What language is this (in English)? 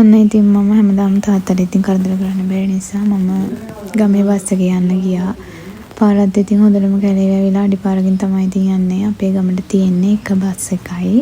Sinhala